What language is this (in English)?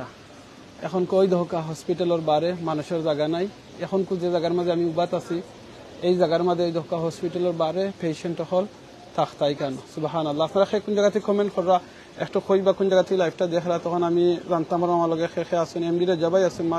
Sylheti